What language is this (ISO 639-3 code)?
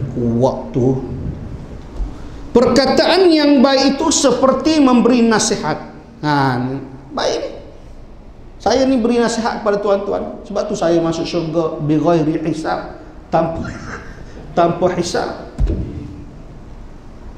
msa